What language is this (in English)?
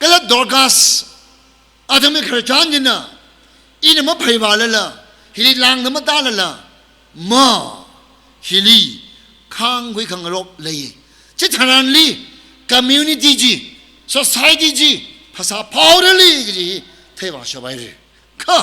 Tangkhul Naga (India)